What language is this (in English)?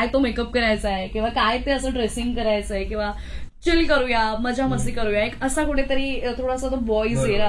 Marathi